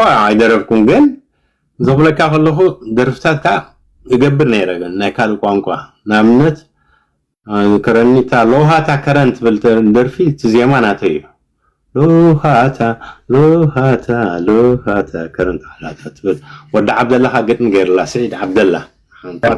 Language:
Tigrinya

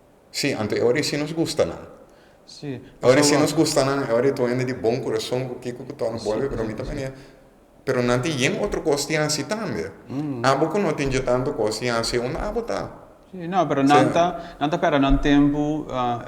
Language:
Papiamento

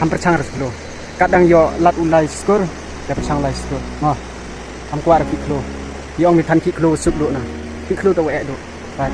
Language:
Khasi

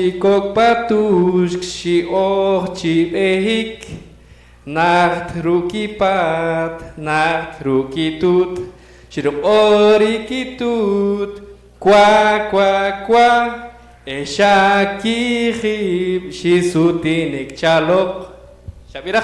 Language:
Poqomchi'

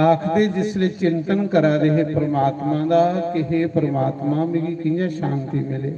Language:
Dogri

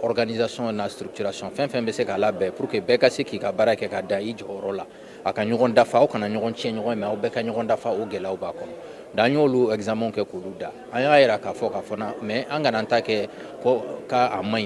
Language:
Bambara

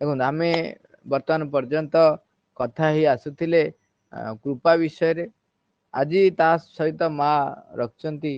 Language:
Odia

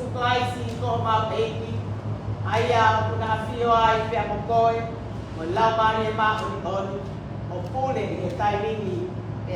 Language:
Tongan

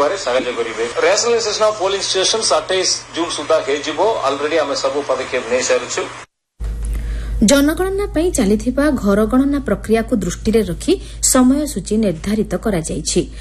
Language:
Odia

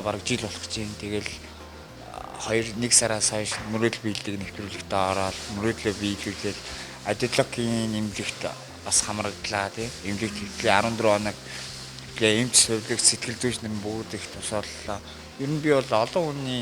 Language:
Mongolian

